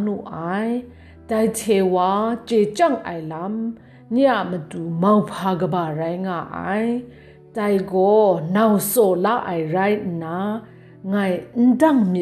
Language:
Kachin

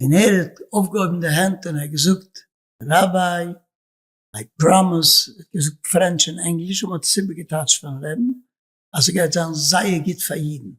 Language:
Yiddish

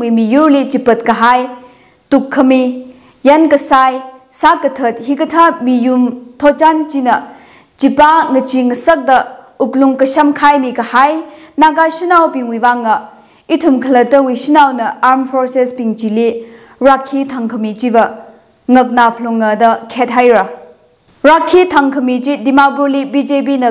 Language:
Tangkhul Naga (India)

